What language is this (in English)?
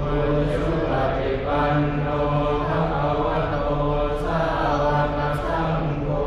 Pali